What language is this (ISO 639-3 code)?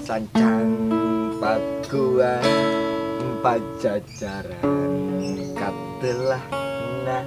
sun